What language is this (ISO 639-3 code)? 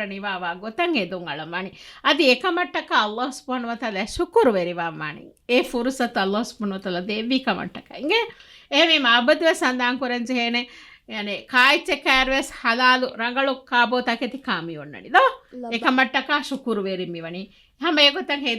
div